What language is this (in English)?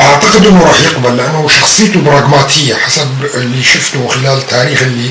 North Levantine Arabic